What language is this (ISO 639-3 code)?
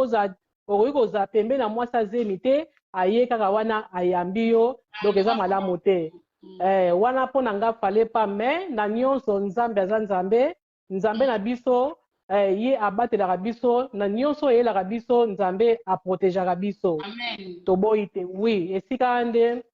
lin